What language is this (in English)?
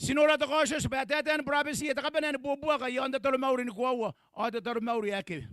Gilbertese